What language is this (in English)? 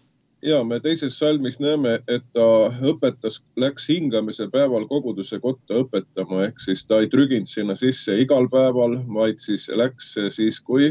Estonian